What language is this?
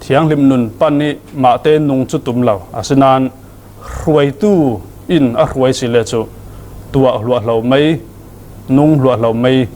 Falam Chin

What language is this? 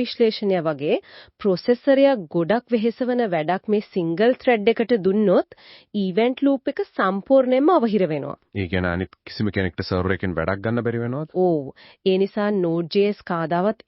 Sinhala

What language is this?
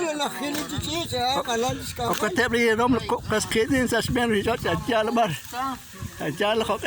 Kekchí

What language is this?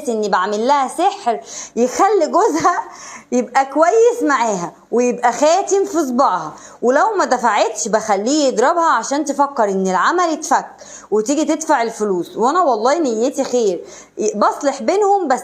Egyptian Arabic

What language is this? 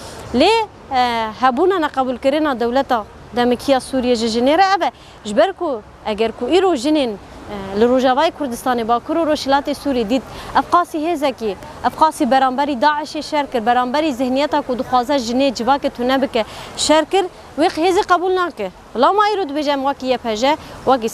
Kurdish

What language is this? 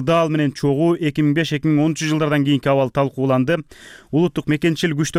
Kyrgyz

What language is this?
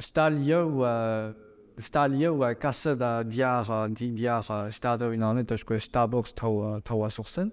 Breton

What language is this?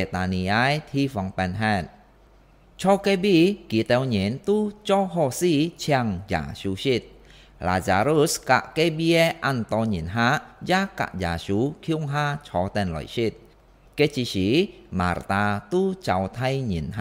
Hakka Chinese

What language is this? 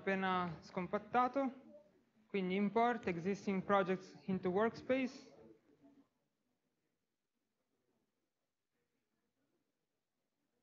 Italian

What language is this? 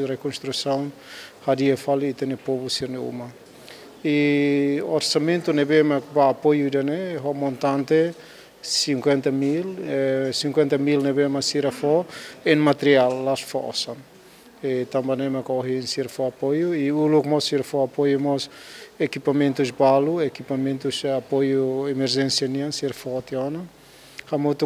Tetum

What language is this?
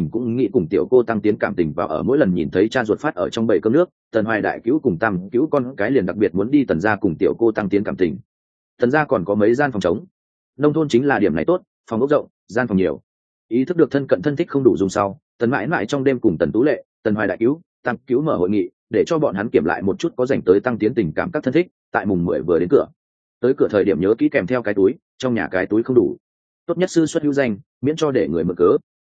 Vietnamese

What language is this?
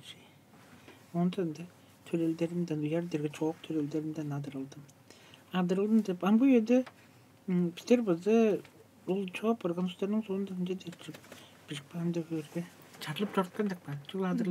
Tuvinian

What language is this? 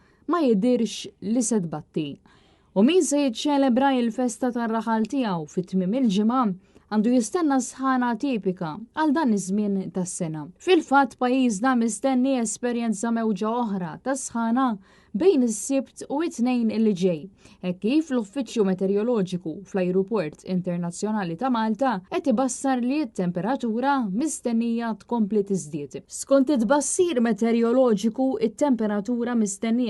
Maltese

